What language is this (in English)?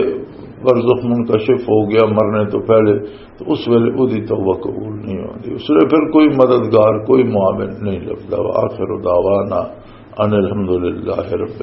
Western Panjabi